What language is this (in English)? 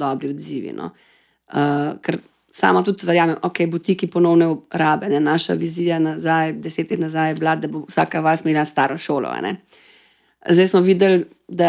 Slovenian